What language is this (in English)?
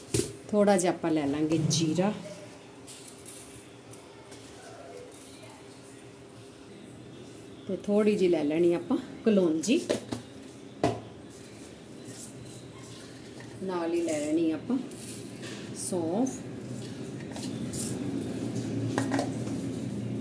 Punjabi